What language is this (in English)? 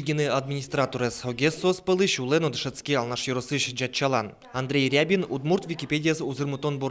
Udmurt